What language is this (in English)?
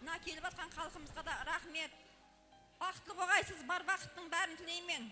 Kara-Kalpak